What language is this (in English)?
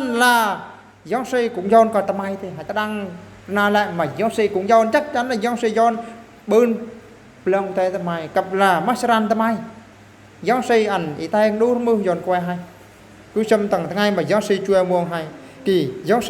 Eastern Bru